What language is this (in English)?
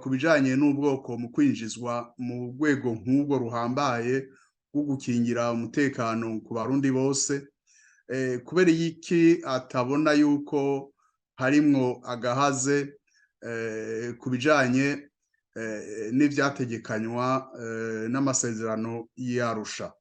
Rundi